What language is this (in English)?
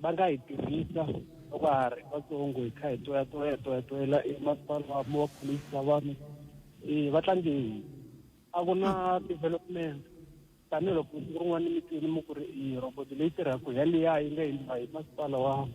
Tsonga